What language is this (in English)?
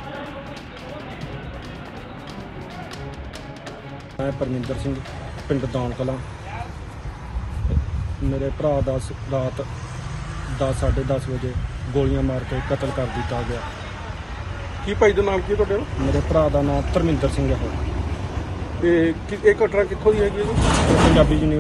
Punjabi